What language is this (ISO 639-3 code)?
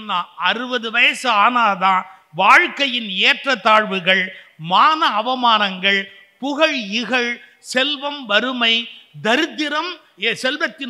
tam